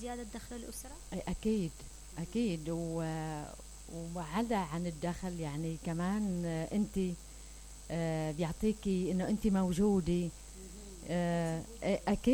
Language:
Mesopotamian Arabic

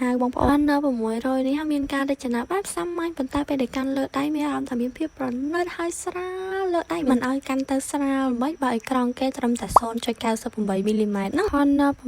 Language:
Khmer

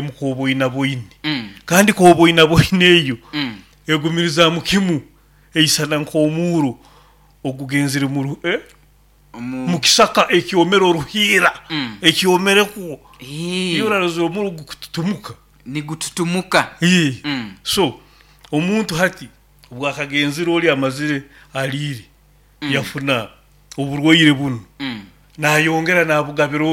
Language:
Nyoro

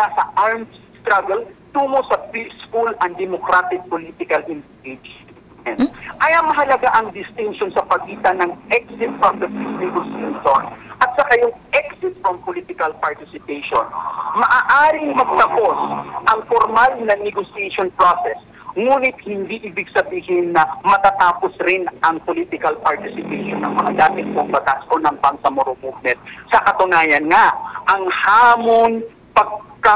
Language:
Filipino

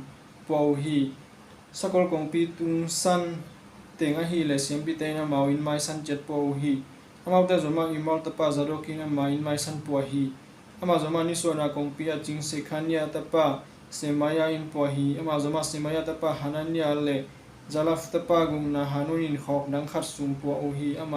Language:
Tedim Chin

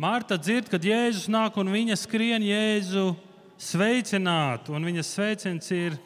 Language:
Latvian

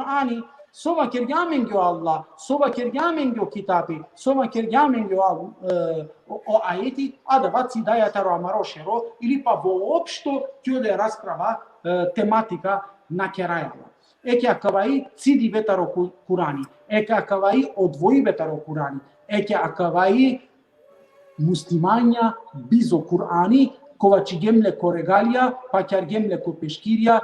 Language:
Balkan Romani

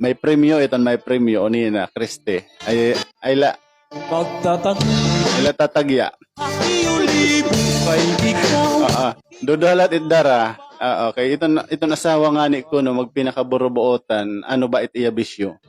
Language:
Waray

